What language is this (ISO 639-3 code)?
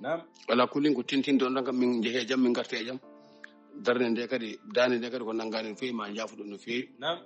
ful